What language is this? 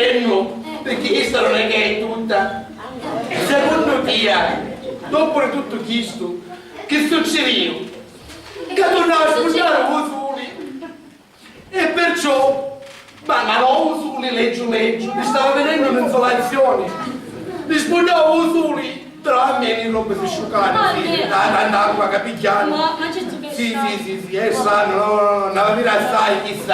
Sicilian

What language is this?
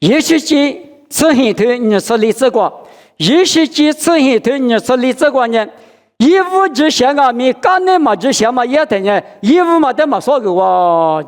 Lisu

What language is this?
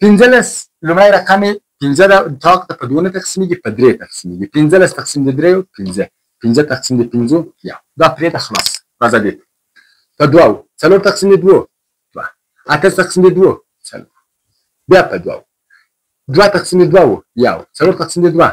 Pashto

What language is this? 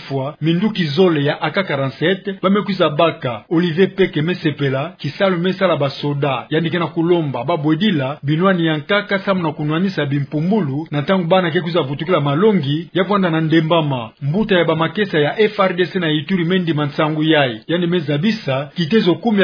Kituba (Democratic Republic of Congo)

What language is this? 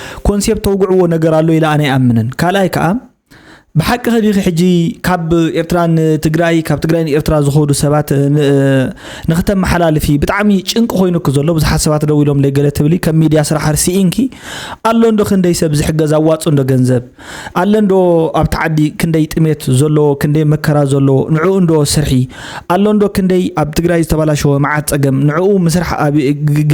Tigrinya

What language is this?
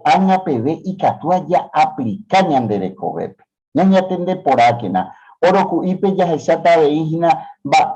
Guarani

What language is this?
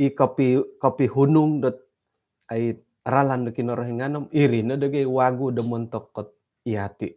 Central Dusun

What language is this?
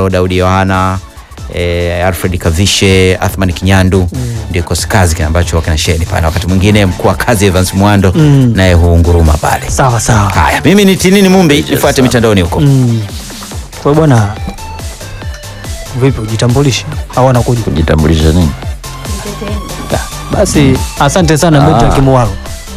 Swahili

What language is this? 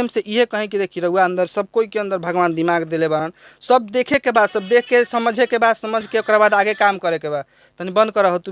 Bhojpuri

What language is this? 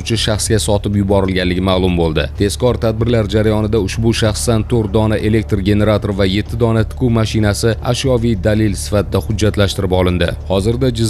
Uzbek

